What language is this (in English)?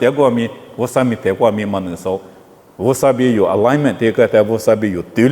Lisu